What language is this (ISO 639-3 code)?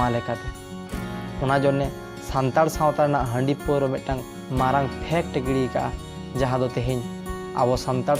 sat